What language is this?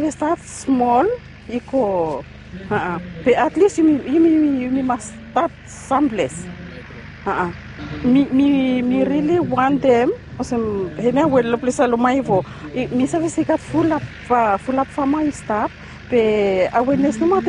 Bislama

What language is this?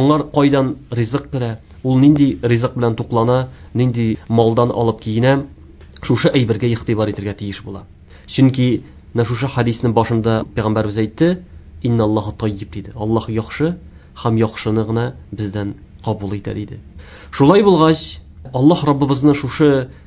Tatar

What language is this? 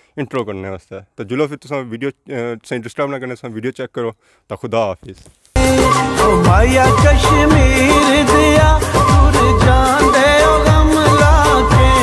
Pahari-Potwari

